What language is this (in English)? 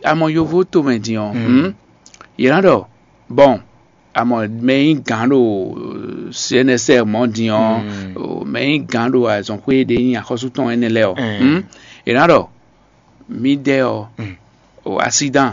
Fon